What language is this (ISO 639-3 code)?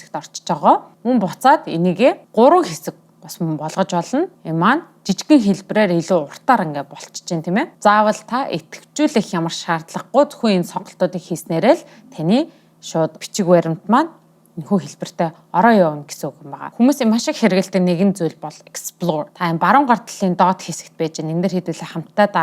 mon